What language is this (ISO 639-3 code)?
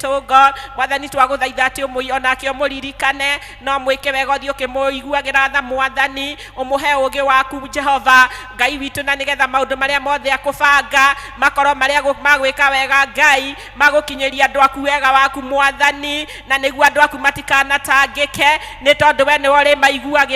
kik